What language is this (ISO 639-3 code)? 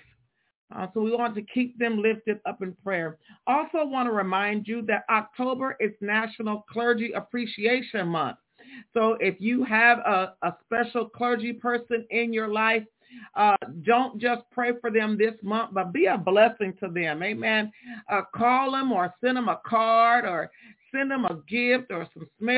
eng